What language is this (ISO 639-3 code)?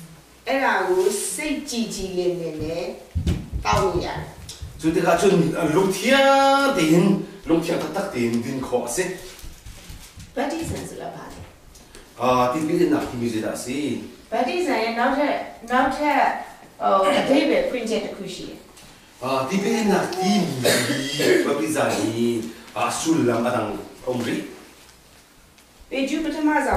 mya